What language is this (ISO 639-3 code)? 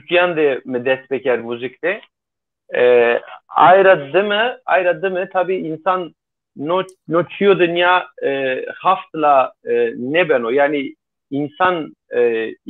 zza